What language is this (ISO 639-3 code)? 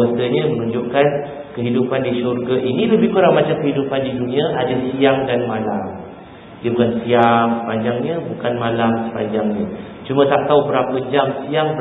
msa